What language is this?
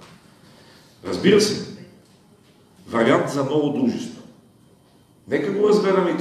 Bulgarian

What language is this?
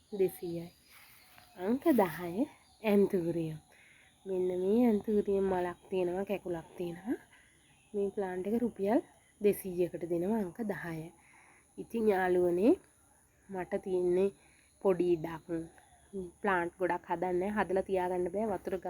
Sinhala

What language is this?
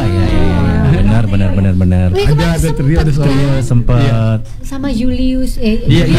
Indonesian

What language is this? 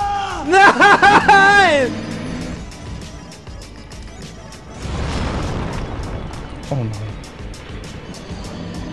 German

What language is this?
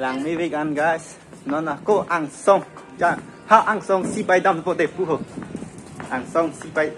Karbi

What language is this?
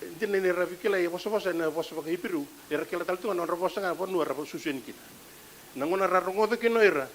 Fijian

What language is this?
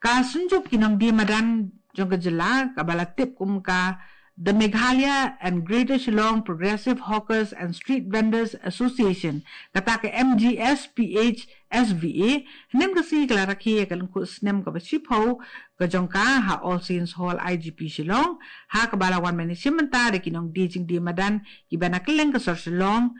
Khasi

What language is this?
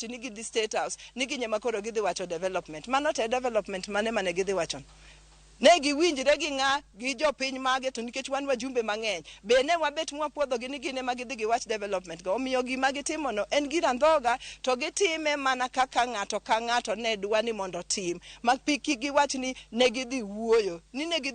Luo (Kenya and Tanzania)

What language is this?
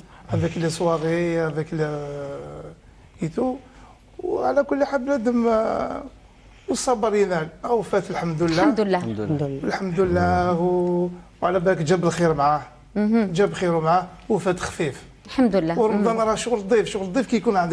Algerian Arabic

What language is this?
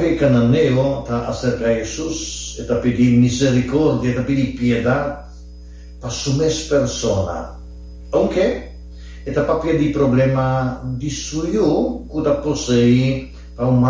Papiamento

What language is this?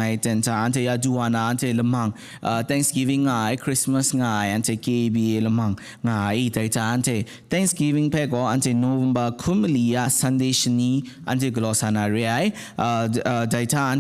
Kachin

